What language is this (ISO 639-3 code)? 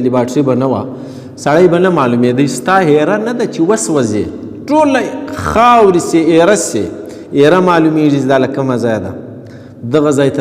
pus